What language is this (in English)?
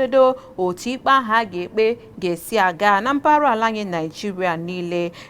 Igbo